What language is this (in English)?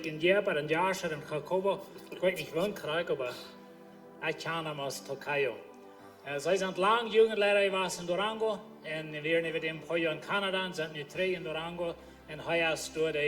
Plautdietsch